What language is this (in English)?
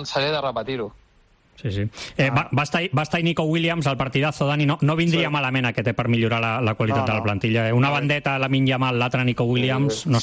Catalan